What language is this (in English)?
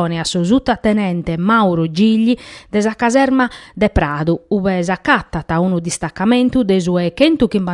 Sardinian